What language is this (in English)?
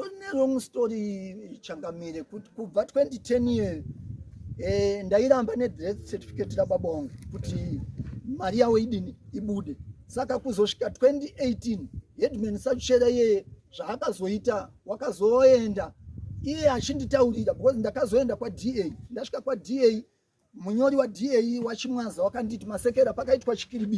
Shona